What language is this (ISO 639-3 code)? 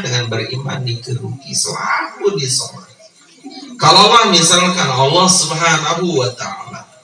sas